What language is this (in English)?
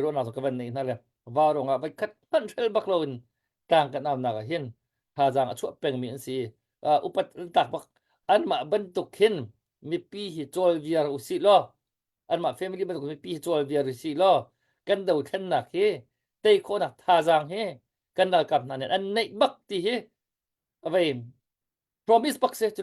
Hakha Chin